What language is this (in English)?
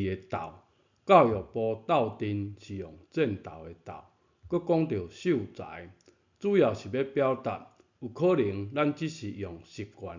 Min Nan Chinese